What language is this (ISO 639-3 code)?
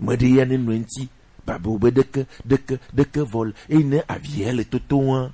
gej